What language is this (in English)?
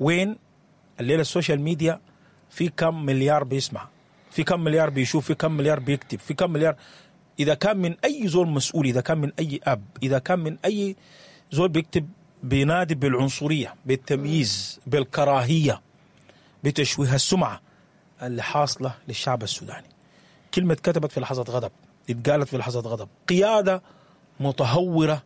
Sudanese Arabic